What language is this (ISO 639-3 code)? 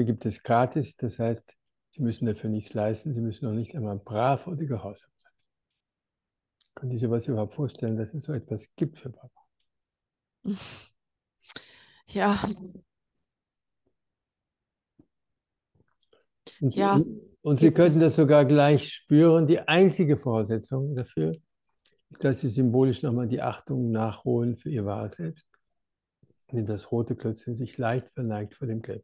deu